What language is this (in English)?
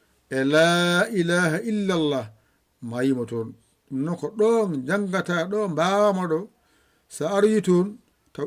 Fula